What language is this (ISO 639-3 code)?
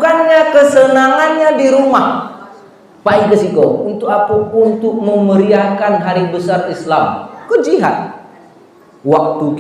min